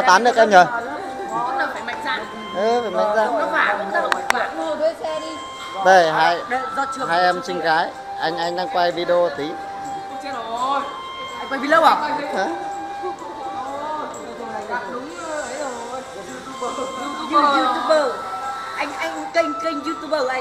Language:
Vietnamese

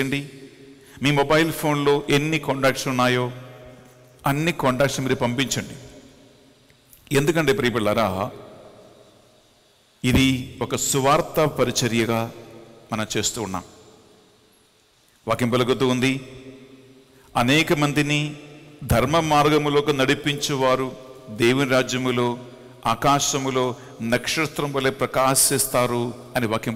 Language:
Telugu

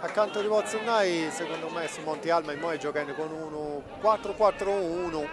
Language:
Sardinian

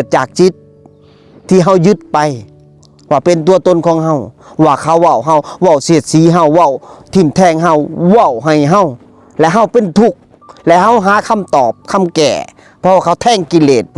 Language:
Lao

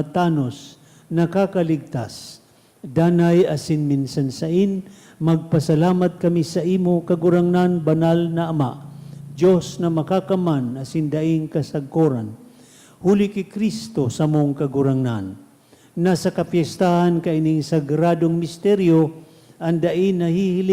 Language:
Bikol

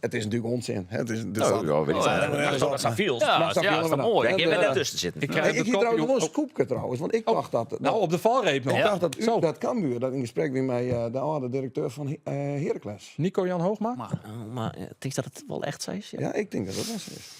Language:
Western Frisian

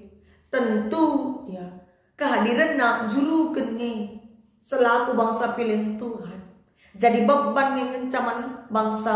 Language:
Batak Karo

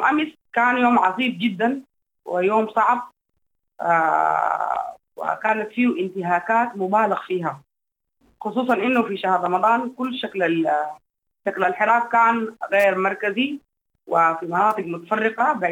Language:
Sudanese Arabic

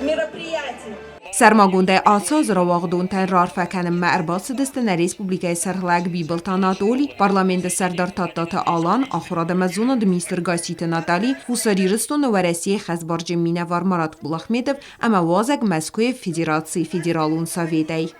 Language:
Ossetic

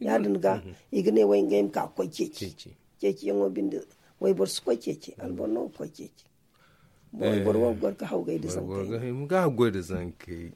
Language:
Zarma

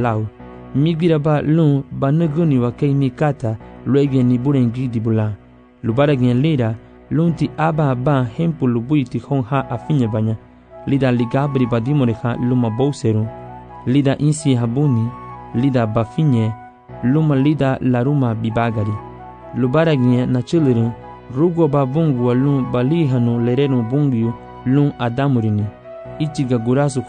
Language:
Garifuna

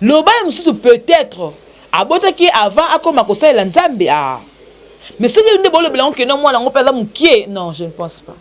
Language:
Lingala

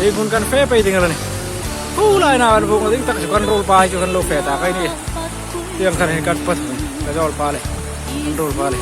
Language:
Hmar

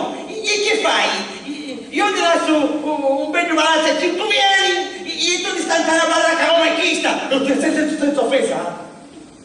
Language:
Sicilian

